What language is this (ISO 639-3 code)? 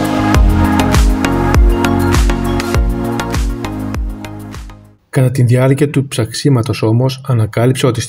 ell